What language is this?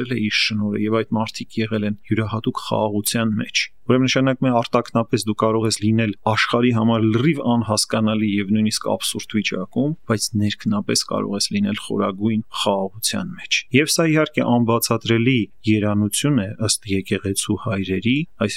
Armenian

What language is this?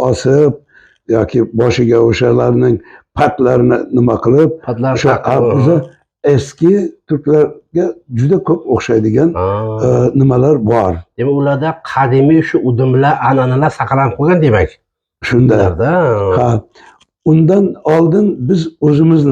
Uzbek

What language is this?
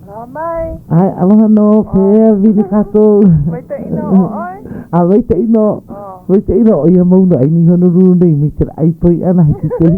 Hawaiian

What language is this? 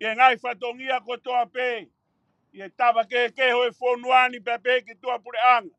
Tongan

